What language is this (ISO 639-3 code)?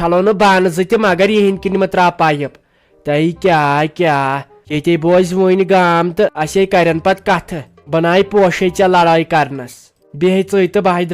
kas